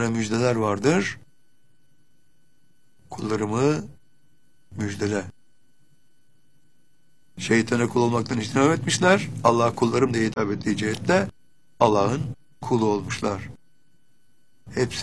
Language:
Turkish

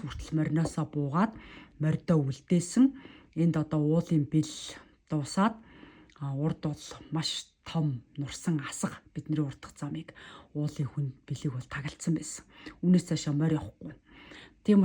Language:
Mongolian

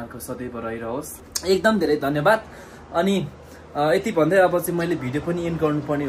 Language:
Nepali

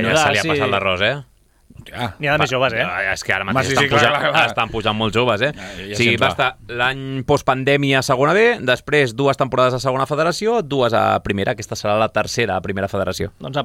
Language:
Catalan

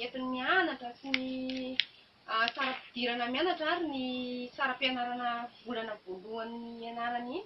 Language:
Malagasy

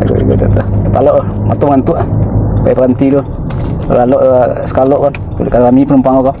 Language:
Minangkabau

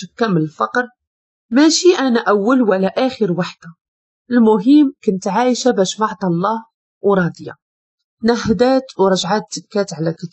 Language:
Moroccan Arabic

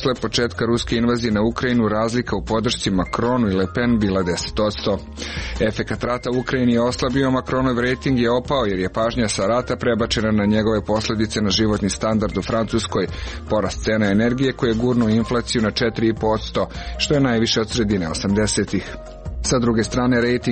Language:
Serbian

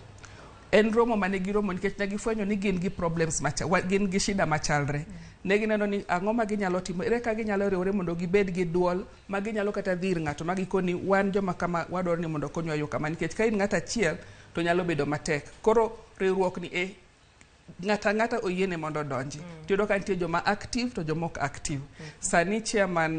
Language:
Luo (Kenya and Tanzania)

